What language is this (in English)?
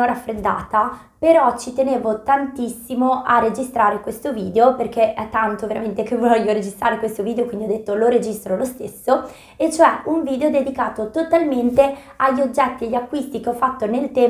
Italian